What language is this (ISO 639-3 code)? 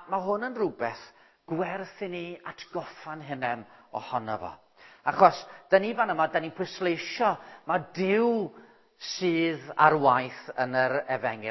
cym